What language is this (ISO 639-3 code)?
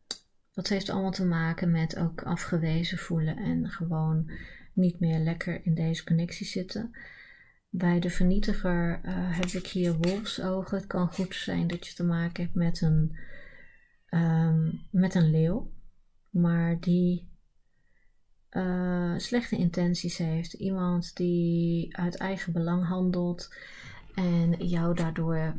nld